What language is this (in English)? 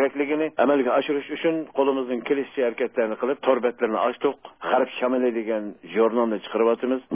Uyghur